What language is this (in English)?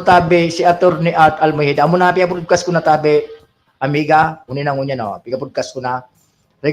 Bikol